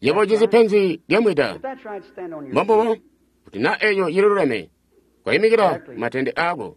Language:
Tonga (Zambia)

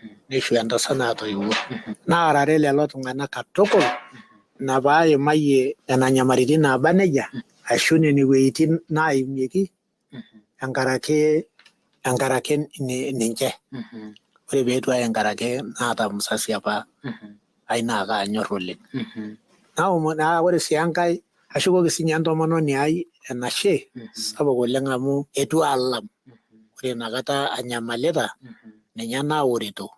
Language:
Masai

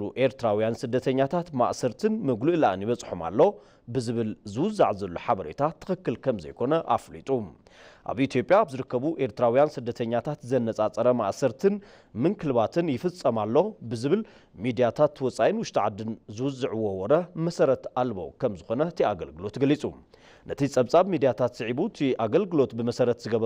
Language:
Tigrinya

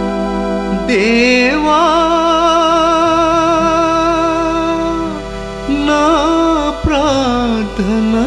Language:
Telugu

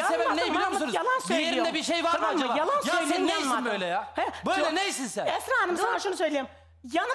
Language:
Turkish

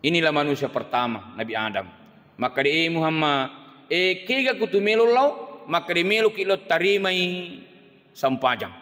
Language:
Buginese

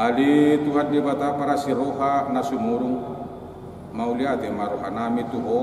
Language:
Batak Toba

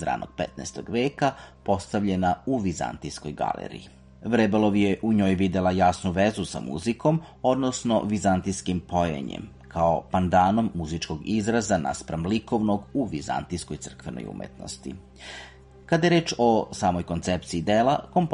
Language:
Serbian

